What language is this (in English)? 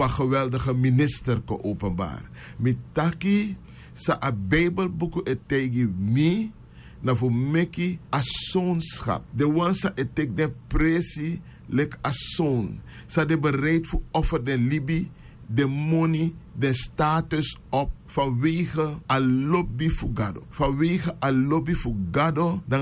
Sranan Tongo